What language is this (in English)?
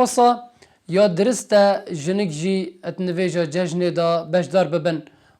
Kurdish